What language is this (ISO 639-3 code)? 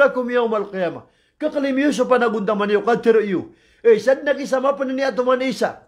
mrw